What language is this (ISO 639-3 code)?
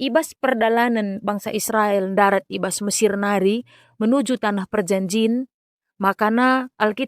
btx